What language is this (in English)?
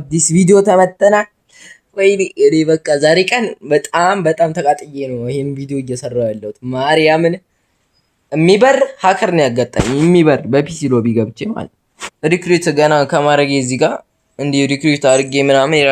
Amharic